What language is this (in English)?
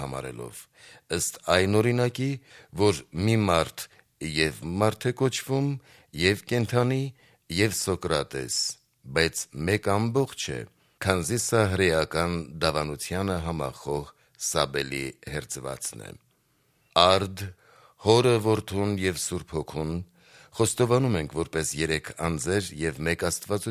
Armenian